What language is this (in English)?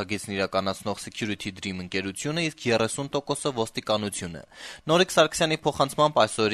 Armenian